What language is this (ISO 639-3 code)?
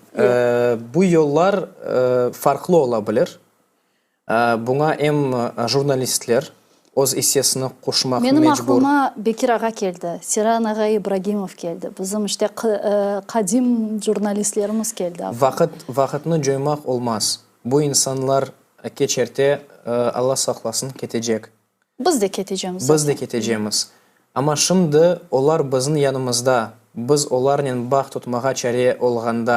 crh